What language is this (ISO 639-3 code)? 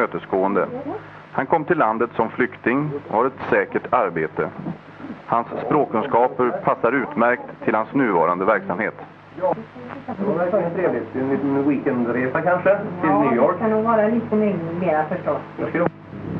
swe